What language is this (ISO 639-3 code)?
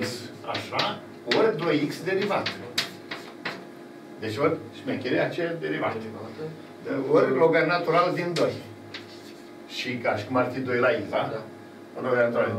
ron